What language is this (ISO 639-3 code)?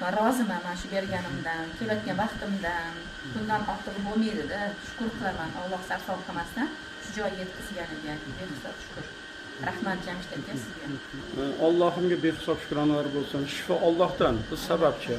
uzb